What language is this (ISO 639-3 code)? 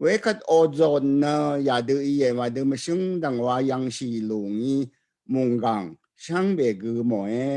raw